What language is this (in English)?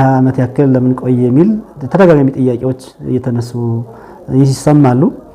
Amharic